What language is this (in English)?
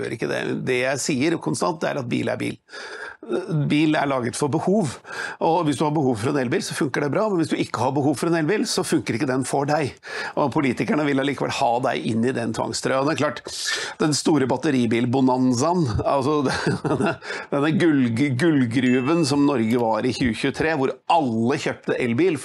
Norwegian